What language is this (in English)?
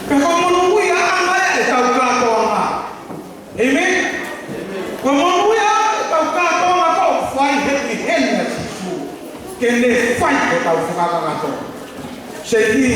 Tongan